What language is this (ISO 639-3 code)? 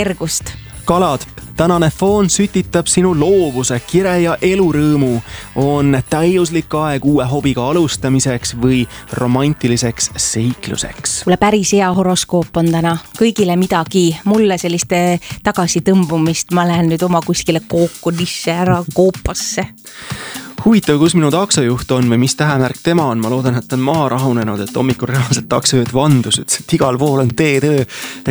est